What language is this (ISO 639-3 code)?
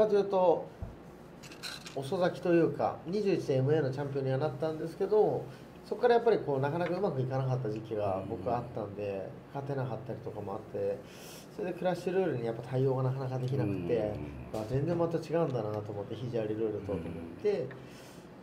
jpn